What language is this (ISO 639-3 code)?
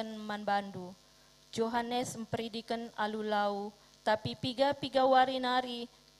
btx